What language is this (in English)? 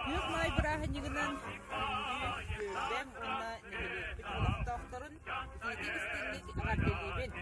Yakut